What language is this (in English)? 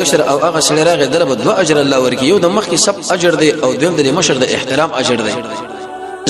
Pashto